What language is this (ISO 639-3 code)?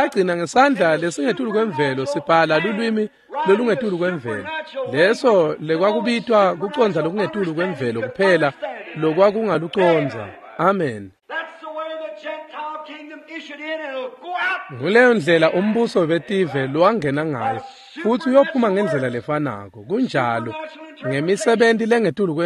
ssw